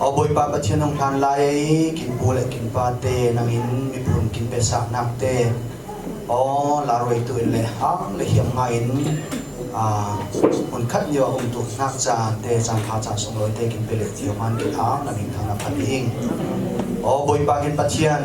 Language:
Falam Chin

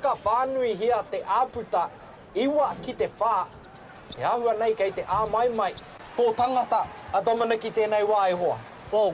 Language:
Māori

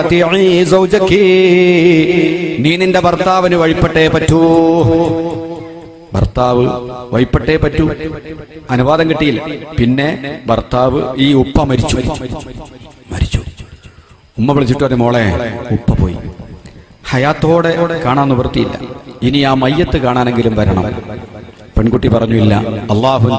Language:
Malayalam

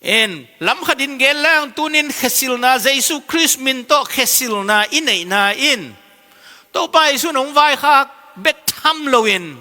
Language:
Tedim Chin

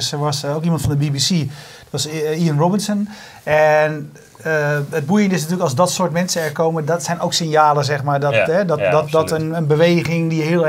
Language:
Dutch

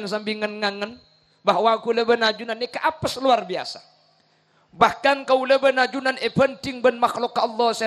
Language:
Madurese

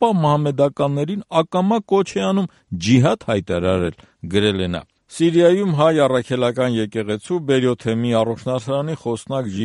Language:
Armenian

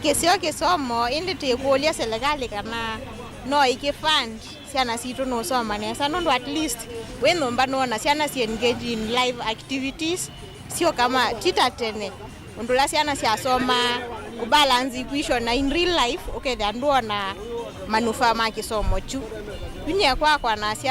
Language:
Kamba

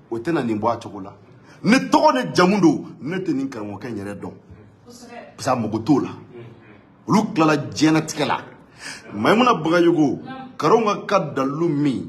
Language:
Bambara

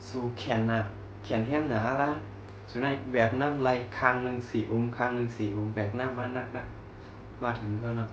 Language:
Shan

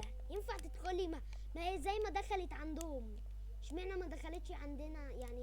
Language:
Egyptian Arabic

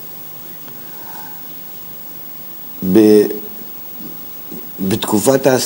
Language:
Hebrew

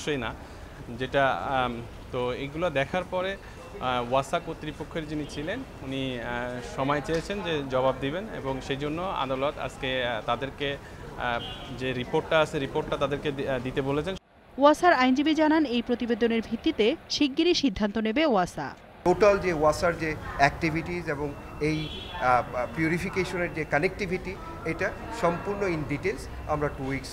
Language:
Bangla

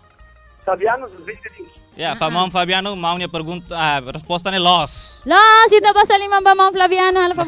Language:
Tetum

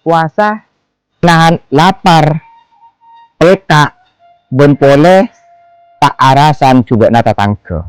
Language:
Madurese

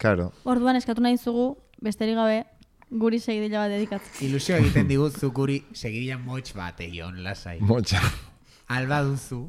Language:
Basque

